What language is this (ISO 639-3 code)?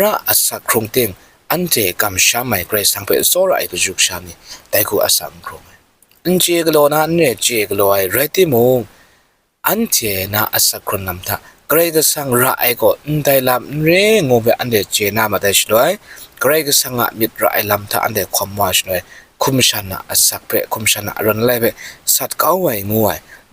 kac